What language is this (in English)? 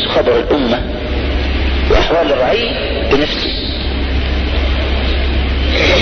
Arabic